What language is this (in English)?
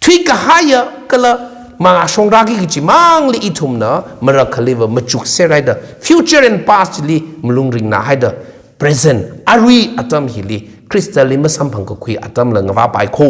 Tangkhul Naga (India)